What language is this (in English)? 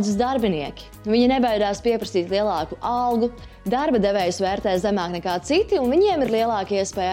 Latvian